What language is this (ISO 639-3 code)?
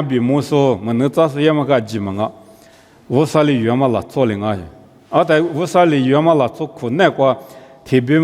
lis